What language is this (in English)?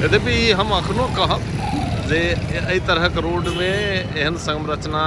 Maithili